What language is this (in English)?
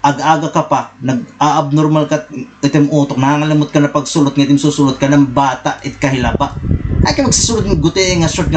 Waray